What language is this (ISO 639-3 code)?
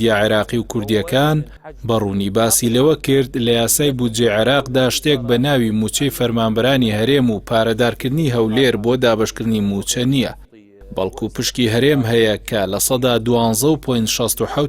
ckb